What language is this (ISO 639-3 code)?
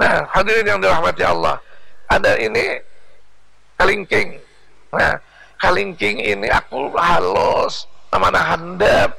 bjn